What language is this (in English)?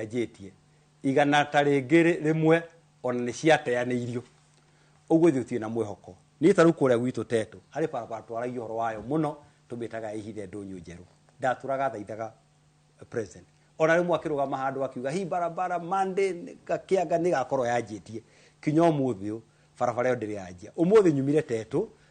Kikuyu